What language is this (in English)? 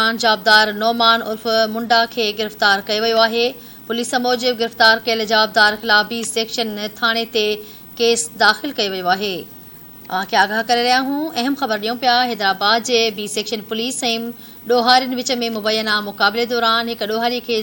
Sindhi